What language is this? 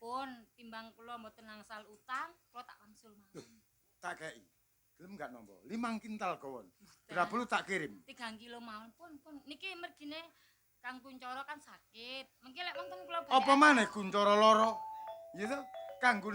Javanese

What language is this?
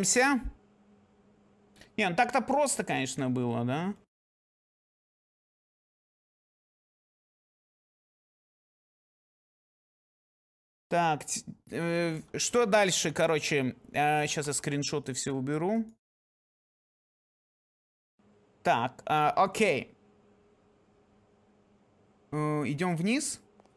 Russian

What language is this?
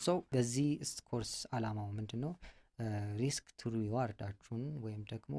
Amharic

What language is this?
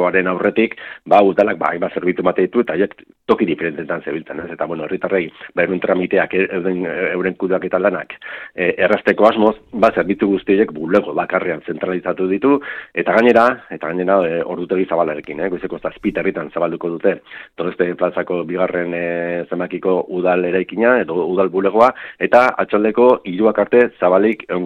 Basque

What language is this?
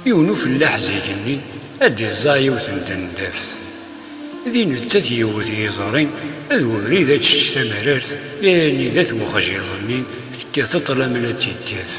Kabyle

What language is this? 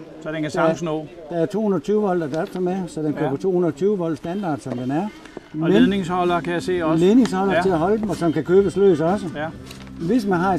Danish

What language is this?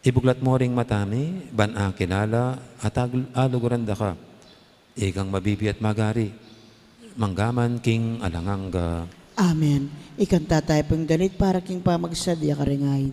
Pampanga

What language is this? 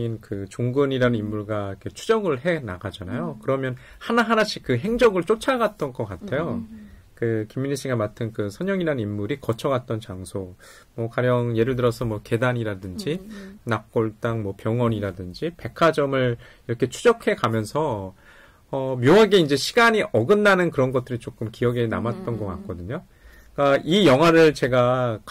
Korean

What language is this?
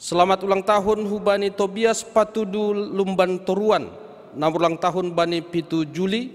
Batak Simalungun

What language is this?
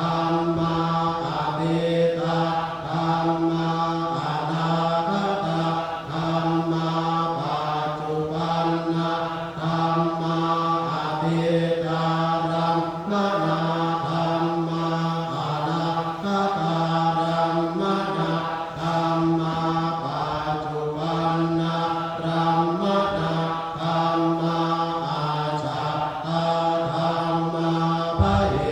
Pali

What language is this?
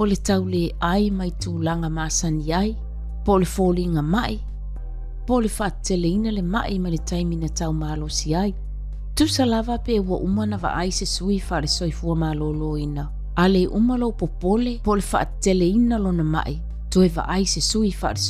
Samoan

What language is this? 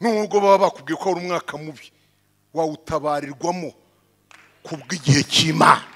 Kinyarwanda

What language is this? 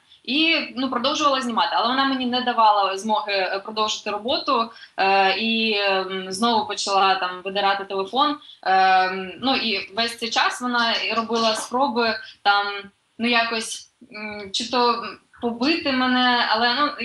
Ukrainian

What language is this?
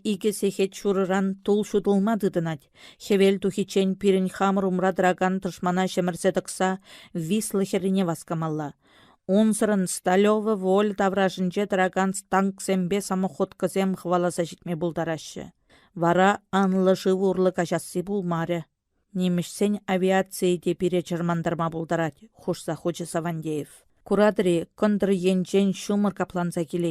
Chuvash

